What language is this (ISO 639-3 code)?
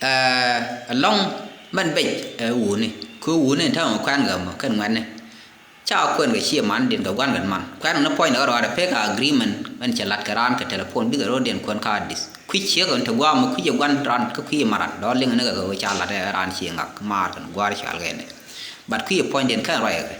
nus